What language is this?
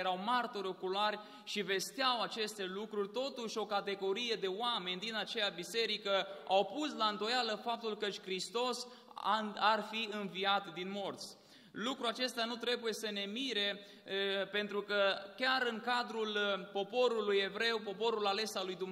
Romanian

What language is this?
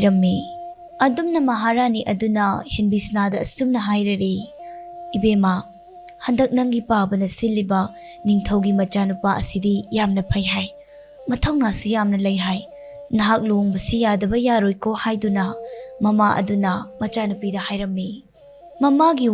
Manipuri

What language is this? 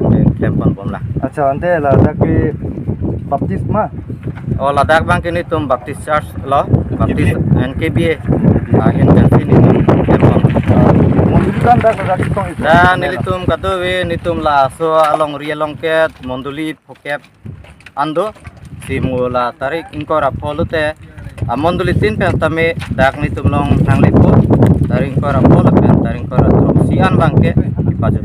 Karbi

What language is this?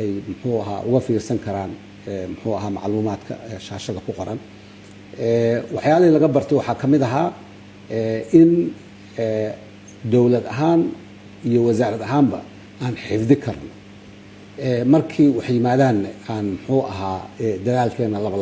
Somali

